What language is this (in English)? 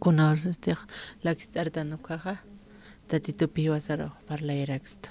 Aymara